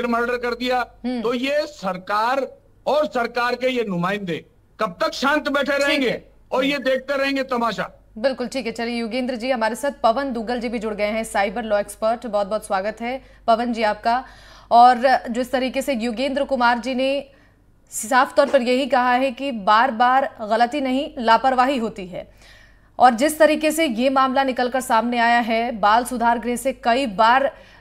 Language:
Hindi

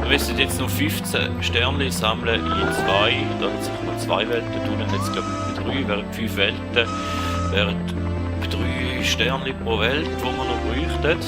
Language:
Swiss German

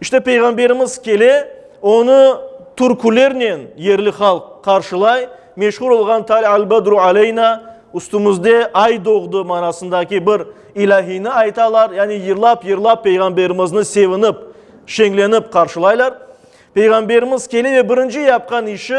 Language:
Crimean Tatar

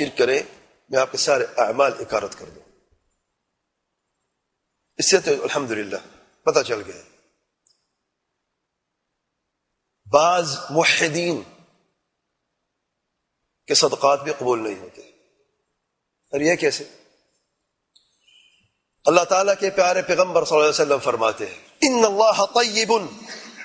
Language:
Urdu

